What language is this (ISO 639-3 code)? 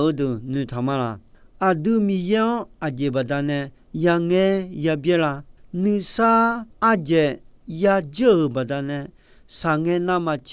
ahk